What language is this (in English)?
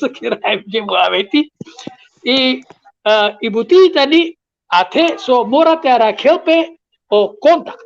Balkan Romani